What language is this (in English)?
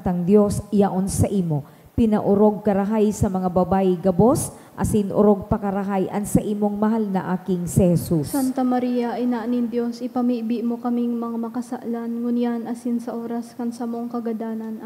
Bikol